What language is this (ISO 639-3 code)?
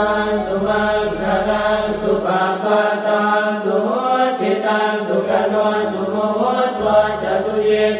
pli